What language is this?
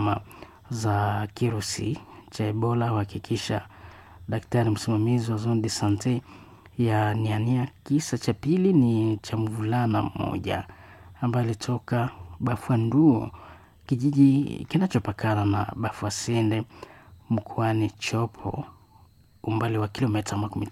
Swahili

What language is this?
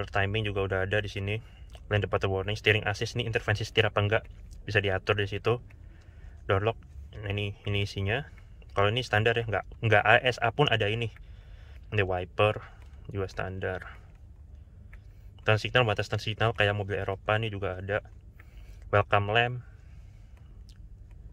Indonesian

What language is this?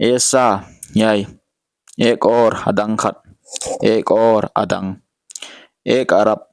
Paite Chin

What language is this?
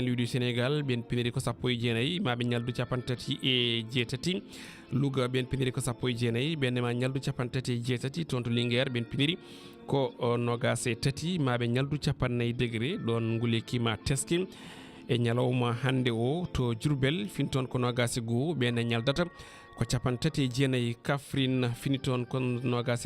Fula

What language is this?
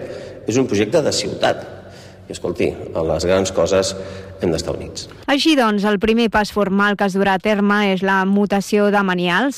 Catalan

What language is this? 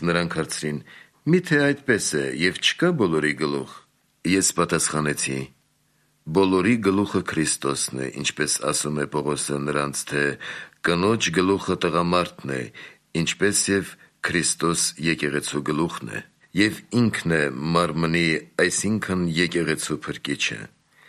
Armenian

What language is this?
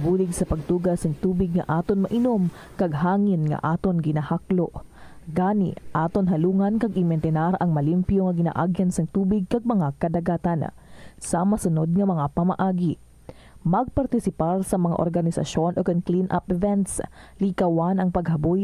Hiligaynon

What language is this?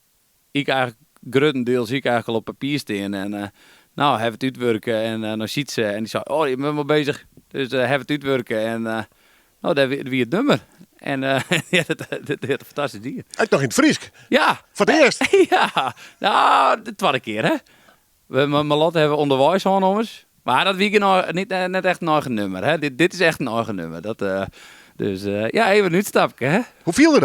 Western Frisian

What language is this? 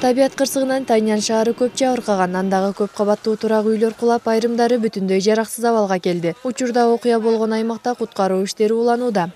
Kyrgyz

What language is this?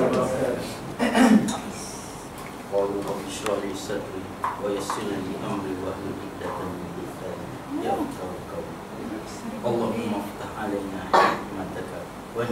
Malay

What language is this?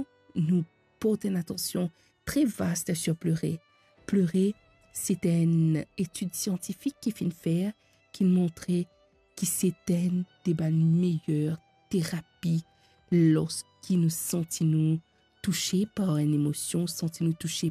Morisyen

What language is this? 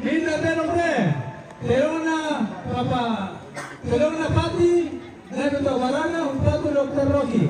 Toraja-Sa'dan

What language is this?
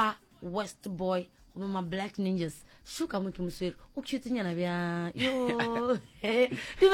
Northern Sotho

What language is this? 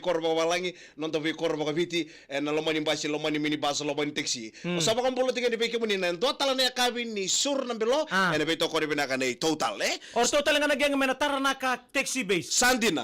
Fijian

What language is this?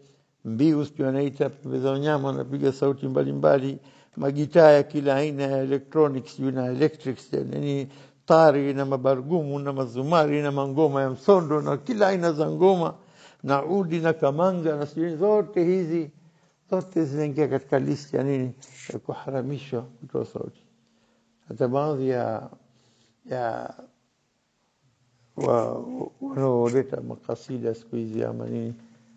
Swahili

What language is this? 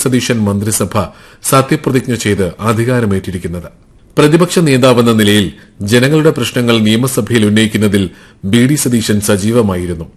Malayalam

